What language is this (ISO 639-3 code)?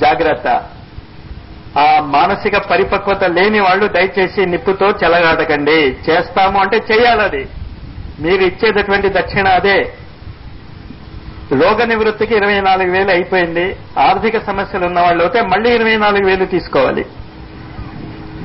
tel